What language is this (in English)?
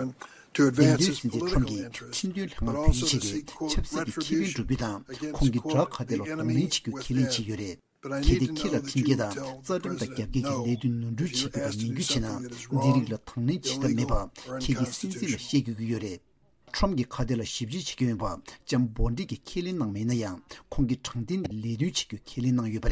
Tibetan